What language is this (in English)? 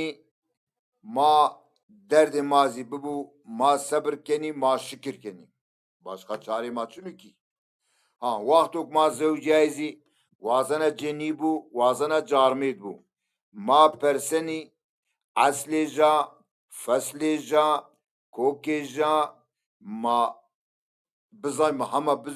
Zaza